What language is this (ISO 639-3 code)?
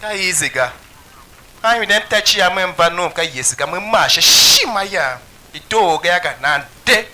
tiv